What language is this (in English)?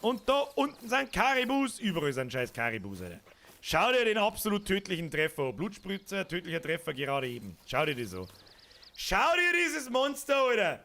Bavarian